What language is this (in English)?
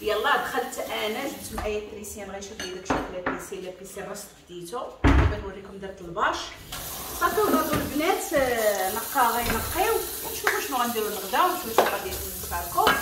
Moroccan Arabic